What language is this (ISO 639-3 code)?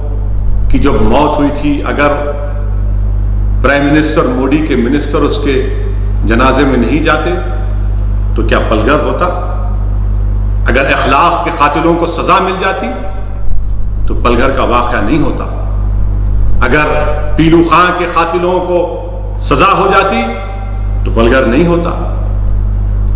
urd